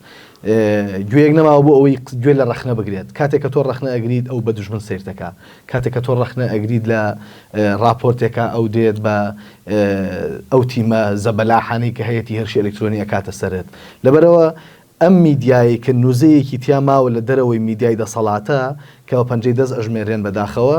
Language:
Central Kurdish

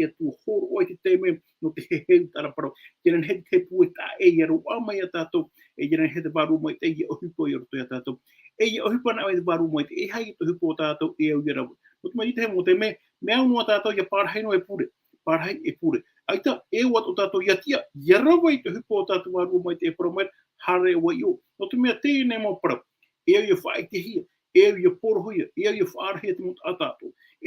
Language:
Tahitian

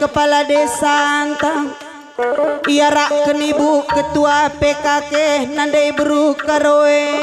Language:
Batak Karo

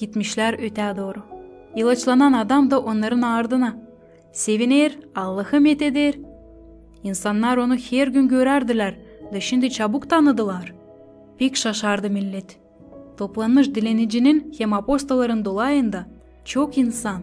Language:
Gagauz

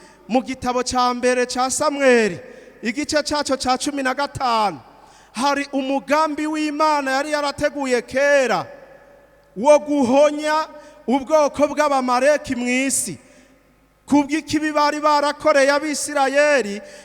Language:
Rundi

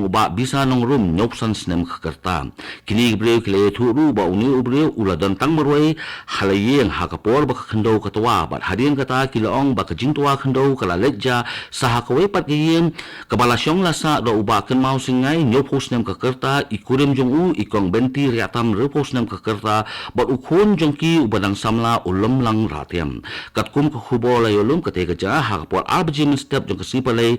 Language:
Khasi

